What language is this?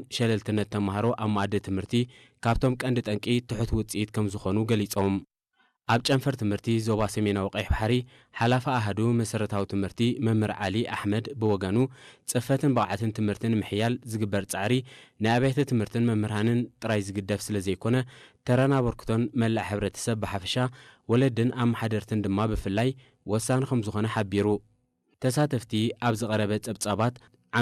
Tigrinya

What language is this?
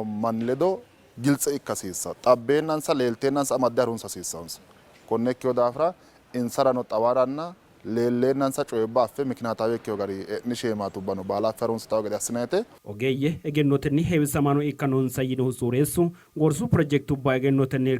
Sidamo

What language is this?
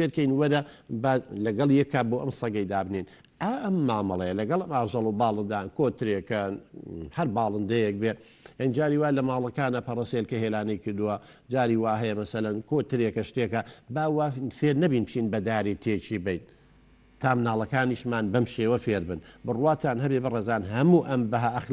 Central Kurdish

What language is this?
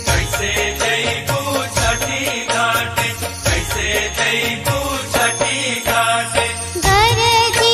Bhojpuri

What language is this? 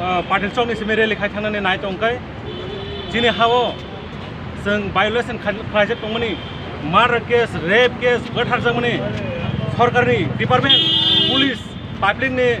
Kok Borok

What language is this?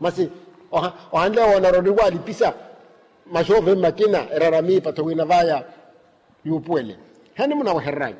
Makhuwa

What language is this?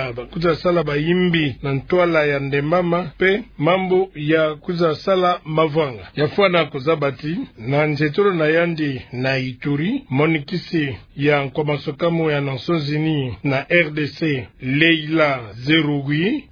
Kituba (Democratic Republic of Congo)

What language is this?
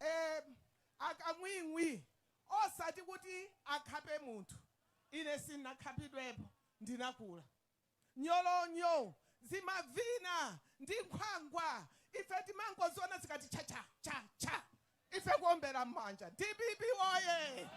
Nyanja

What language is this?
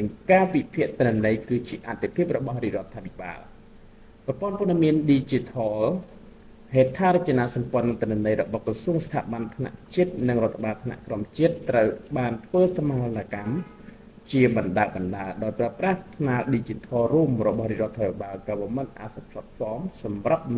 Khmer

